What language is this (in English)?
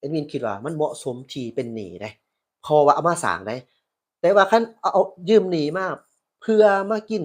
Lao